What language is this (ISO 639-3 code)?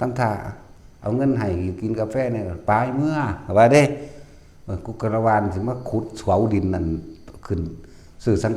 tts